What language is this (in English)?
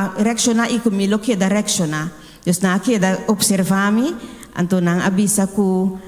Papiamento